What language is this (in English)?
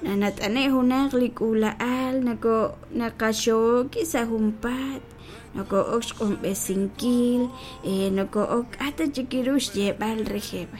Kekchí